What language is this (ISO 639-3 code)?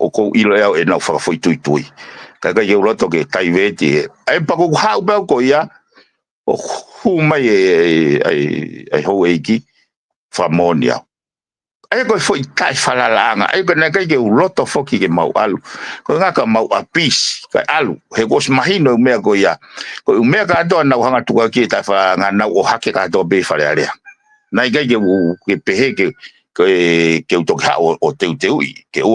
ton